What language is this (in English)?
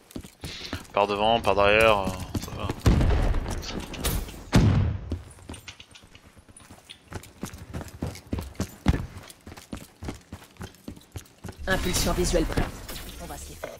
French